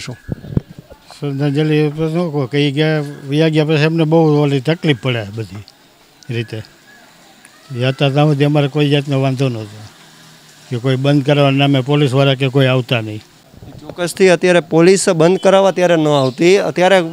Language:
Gujarati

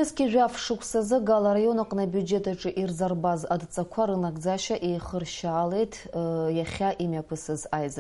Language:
Abkhazian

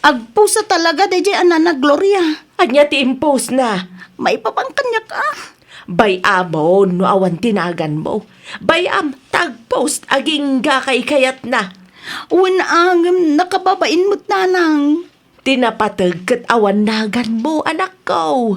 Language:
Iloko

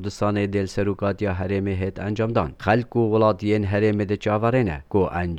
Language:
Kurdish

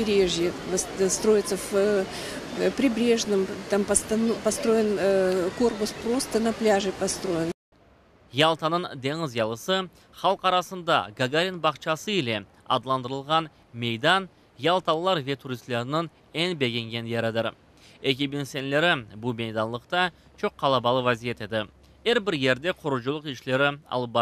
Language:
Crimean Tatar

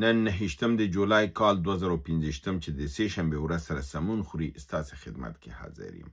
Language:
Pashto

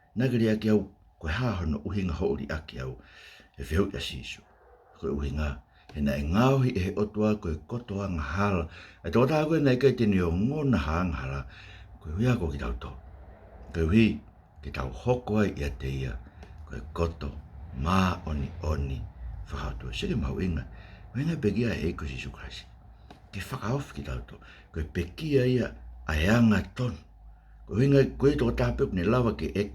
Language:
Tongan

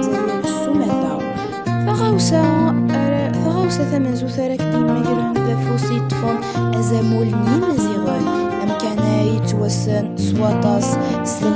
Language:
Kabyle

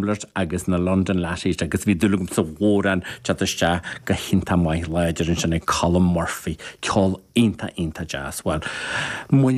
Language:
Irish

